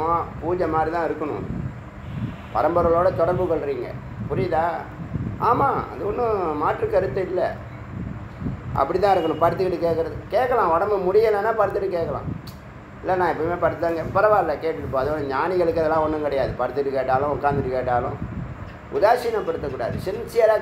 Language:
Tamil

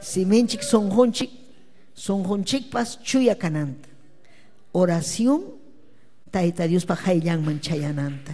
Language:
Ayacucho Quechua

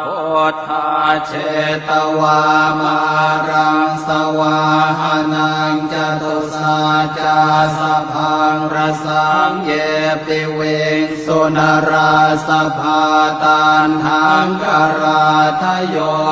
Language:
Pali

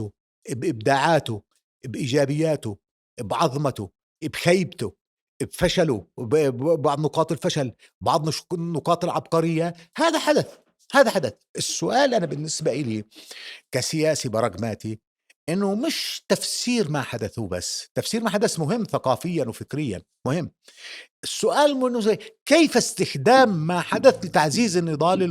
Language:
North Levantine Arabic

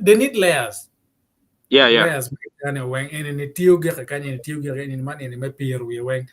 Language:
Acoli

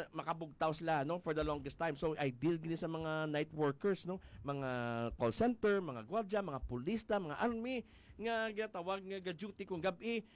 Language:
Hiligaynon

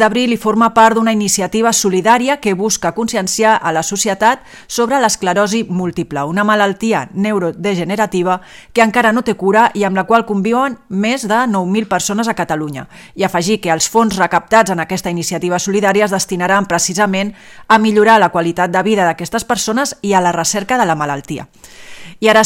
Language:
Catalan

